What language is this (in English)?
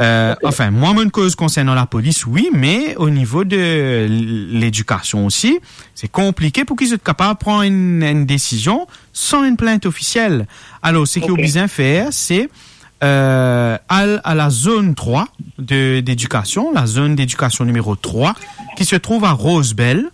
Morisyen